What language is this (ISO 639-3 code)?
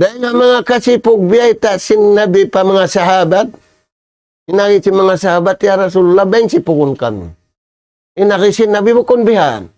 tsg